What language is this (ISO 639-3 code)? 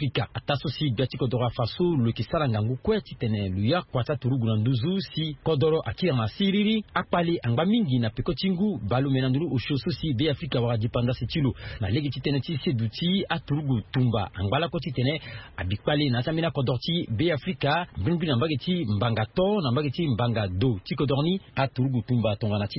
sag